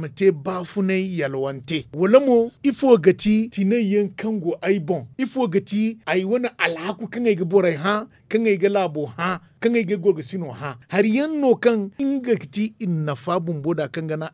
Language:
Zarma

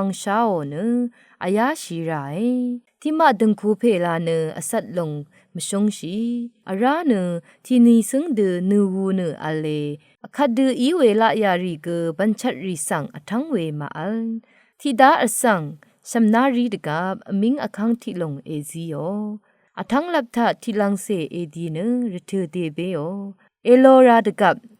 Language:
Rawang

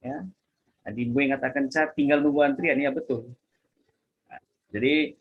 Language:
Batak Karo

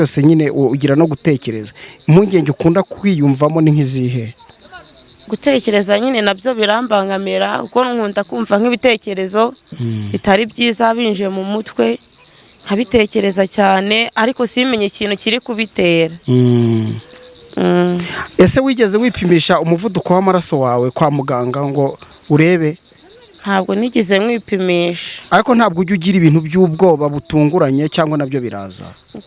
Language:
Kinyarwanda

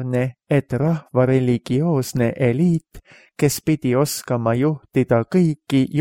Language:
Estonian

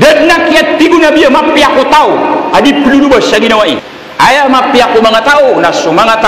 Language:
Maranao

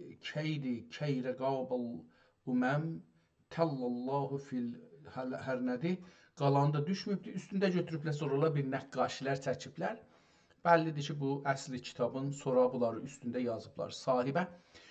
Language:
South Azerbaijani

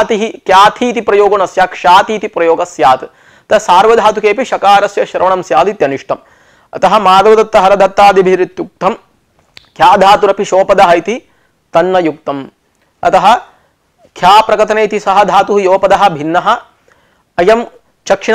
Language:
Sanskrit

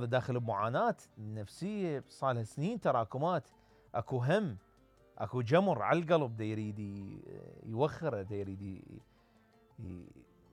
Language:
Mesopotamian Arabic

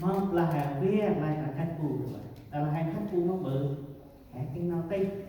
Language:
Central Mnong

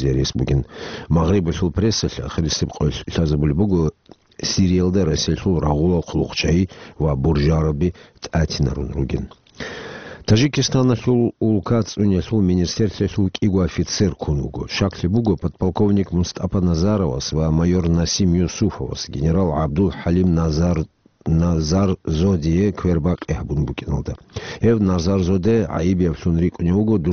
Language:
Avaric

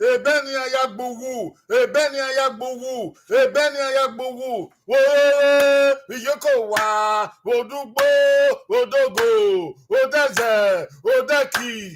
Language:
Bini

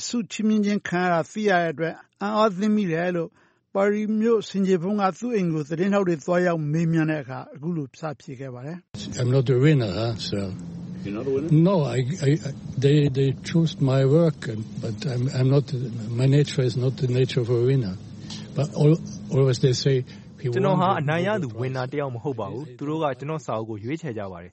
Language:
Burmese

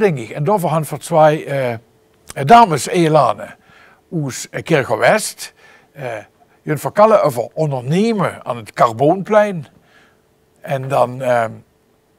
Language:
Limburgish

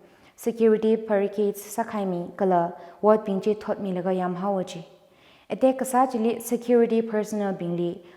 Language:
Tangkhul Naga (India)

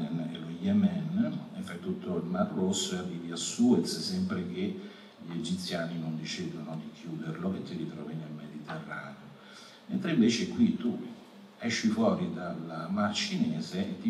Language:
Italian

